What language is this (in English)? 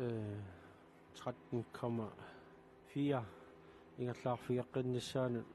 Kalaallisut